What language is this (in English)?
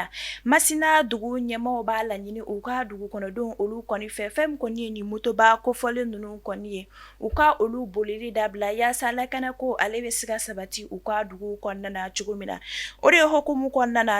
Bambara